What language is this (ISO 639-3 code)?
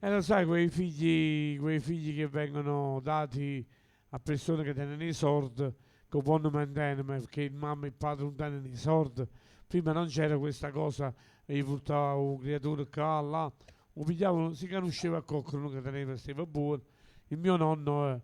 nap